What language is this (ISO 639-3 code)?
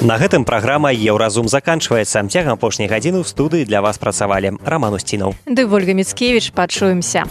bel